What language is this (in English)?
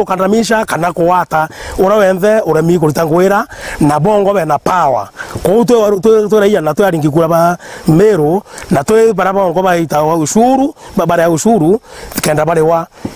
Meru